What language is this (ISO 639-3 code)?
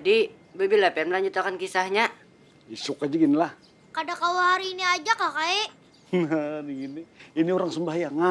bjn